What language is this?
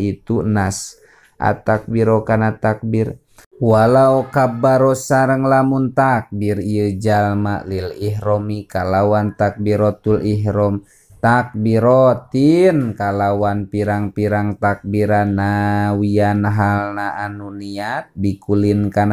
Sundanese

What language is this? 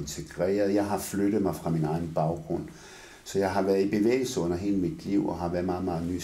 Danish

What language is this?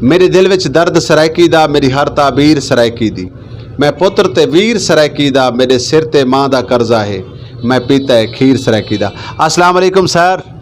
Saraiki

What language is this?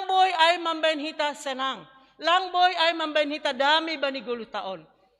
Batak Simalungun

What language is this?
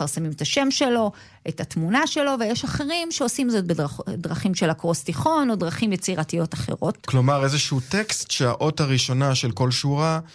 Hebrew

